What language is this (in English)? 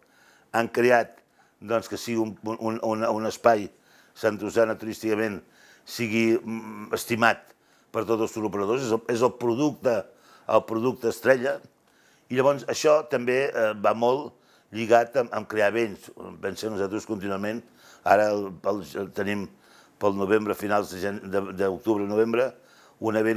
Catalan